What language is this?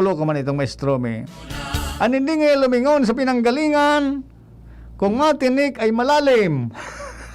Bikol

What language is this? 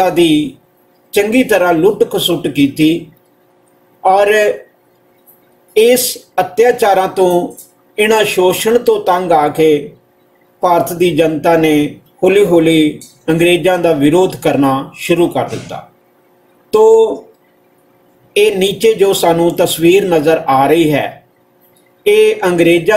Punjabi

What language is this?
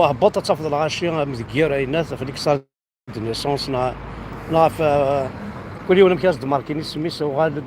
Kabyle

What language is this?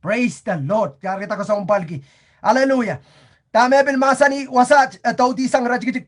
Pohnpeian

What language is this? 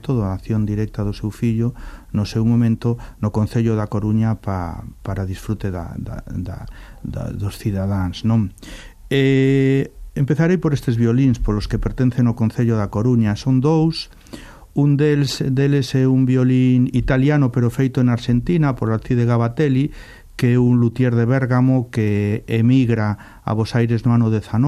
Galician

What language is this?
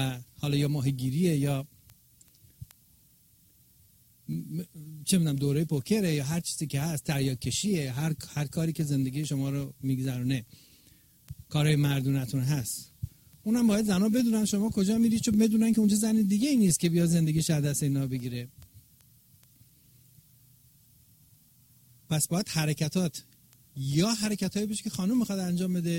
Persian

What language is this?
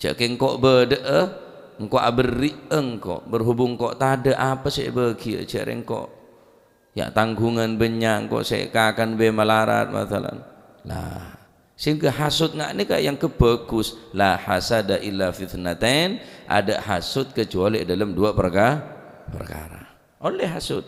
Madurese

